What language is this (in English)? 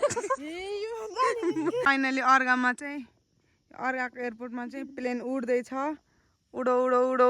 Nepali